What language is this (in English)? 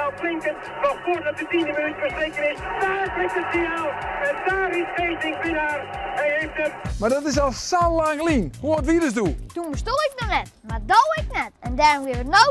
Western Frisian